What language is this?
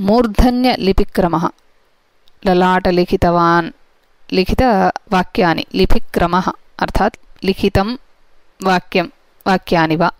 Sanskrit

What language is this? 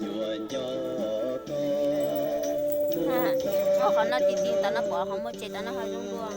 Hmong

